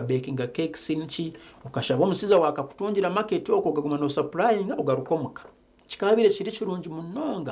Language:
Nyankole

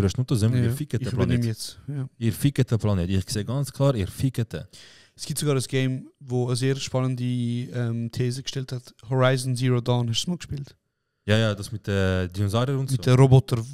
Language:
Swiss German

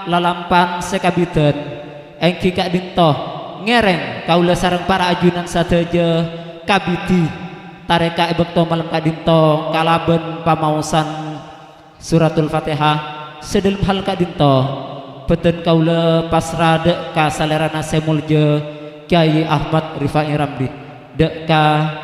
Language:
Madurese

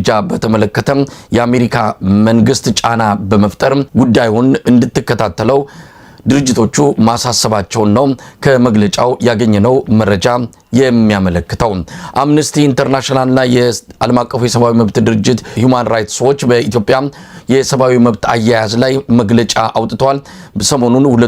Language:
Amharic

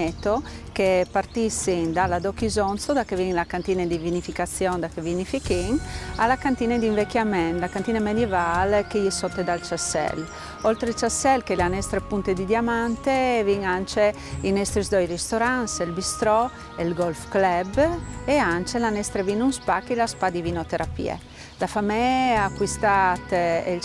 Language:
Friulian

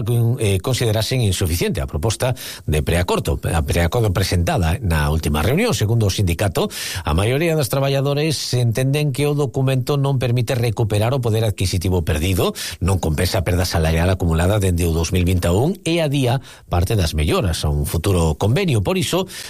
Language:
Galician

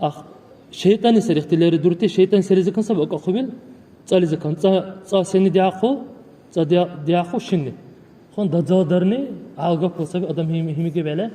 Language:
Dargwa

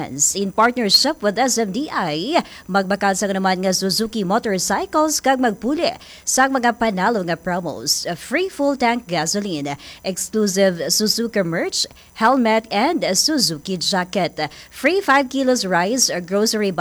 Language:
Hiligaynon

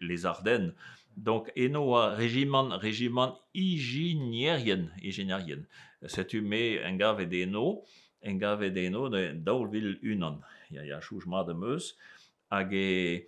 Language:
Breton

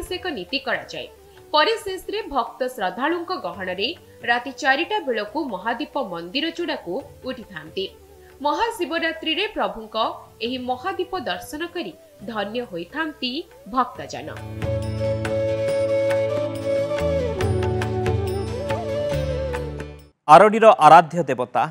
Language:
Odia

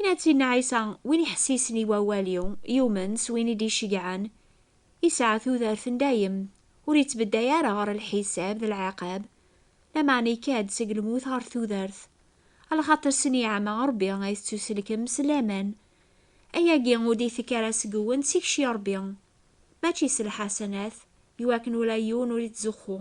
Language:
Kabyle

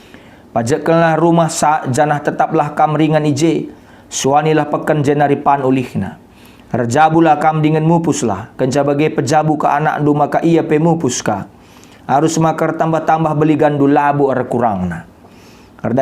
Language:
Batak Karo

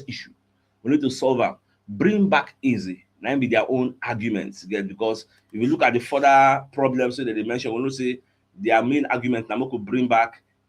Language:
Nigerian Pidgin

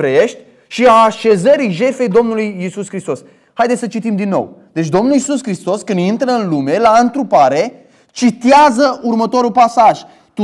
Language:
Romanian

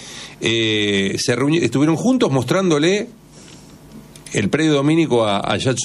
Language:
Spanish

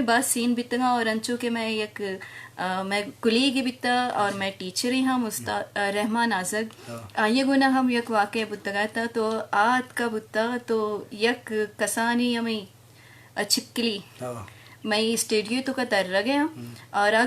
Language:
Eastern Balochi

